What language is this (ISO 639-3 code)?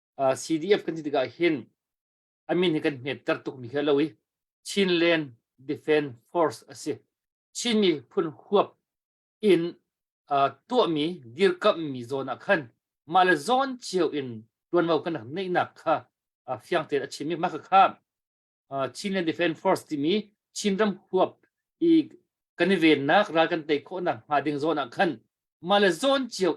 cnh